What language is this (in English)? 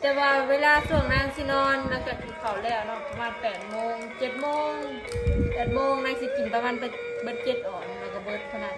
Northeastern Thai